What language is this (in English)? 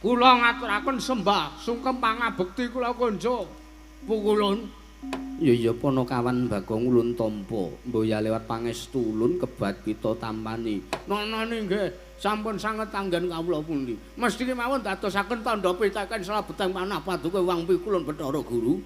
Javanese